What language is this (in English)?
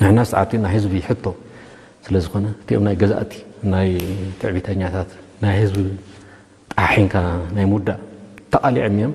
Tigrinya